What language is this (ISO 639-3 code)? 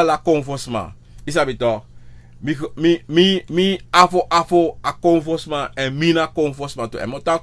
srn